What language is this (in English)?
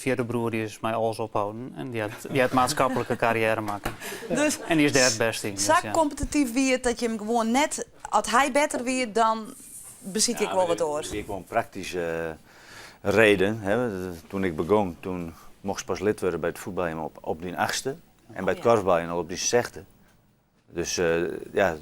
Western Frisian